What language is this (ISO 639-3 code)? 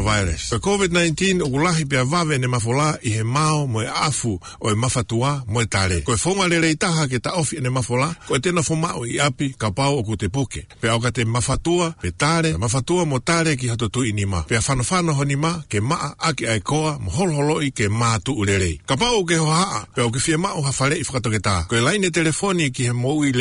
ton